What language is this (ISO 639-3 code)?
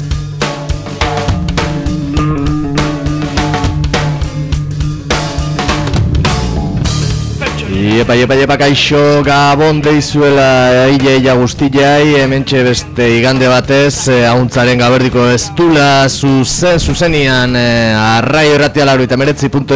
eus